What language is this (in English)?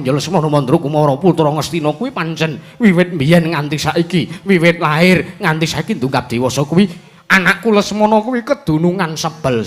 Javanese